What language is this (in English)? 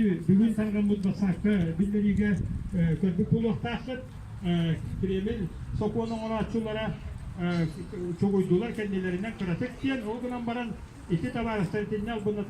Yakut